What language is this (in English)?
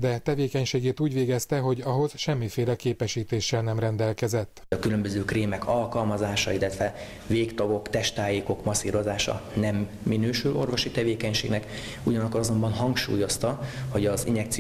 Hungarian